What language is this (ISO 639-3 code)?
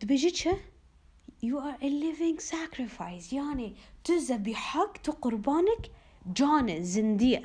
kur